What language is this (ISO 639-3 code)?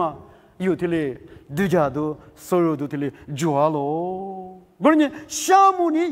lis